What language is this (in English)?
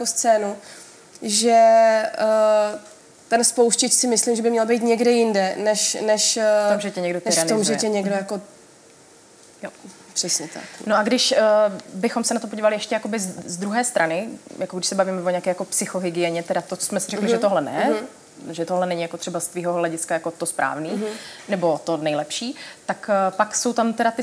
Czech